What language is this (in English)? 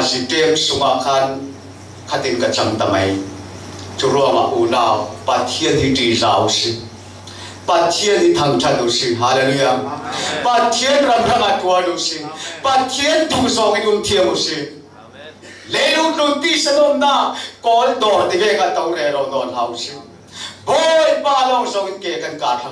Falam Chin